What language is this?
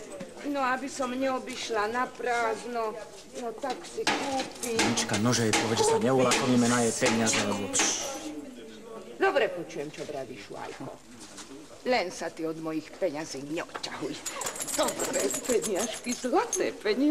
Slovak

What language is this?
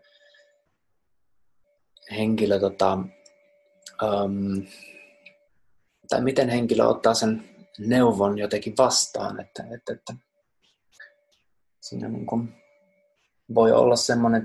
Finnish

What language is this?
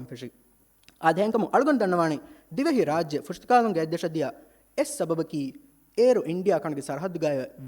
Divehi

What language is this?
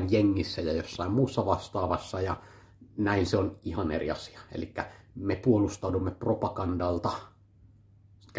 Finnish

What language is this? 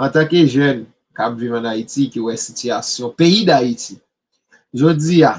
Haitian Creole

